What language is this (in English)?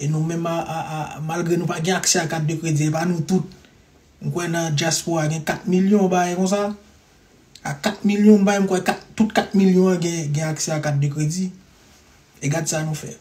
Haitian Creole